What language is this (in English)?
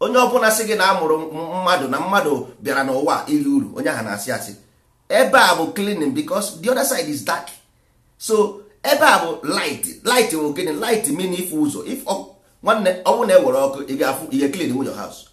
Igbo